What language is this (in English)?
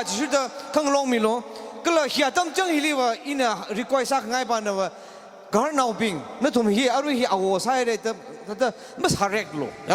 Tangkhul Naga (India)